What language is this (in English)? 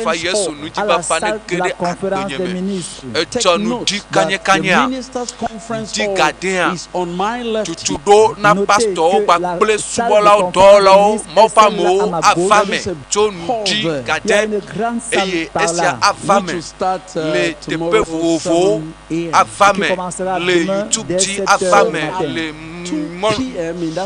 Ewe